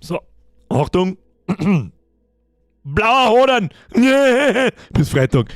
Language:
Bavarian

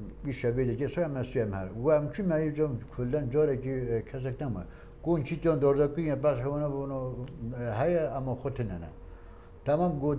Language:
Kurdish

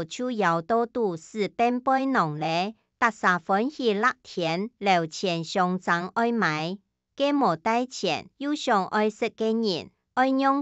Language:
Hakka Chinese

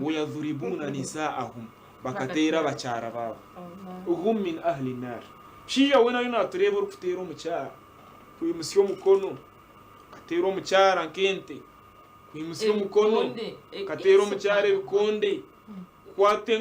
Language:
Nyankole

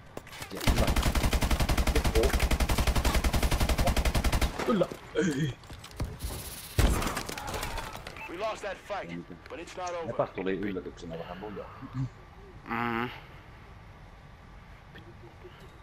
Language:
Finnish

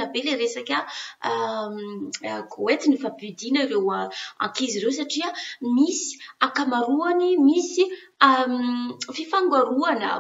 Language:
Malagasy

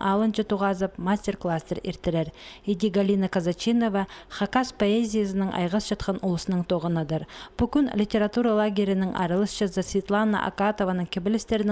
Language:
Khakas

